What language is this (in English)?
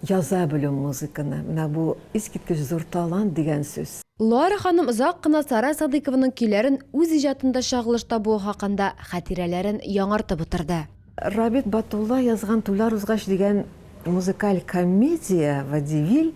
Tatar